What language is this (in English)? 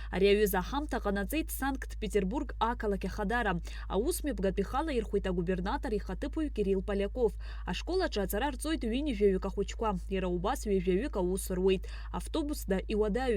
Abkhazian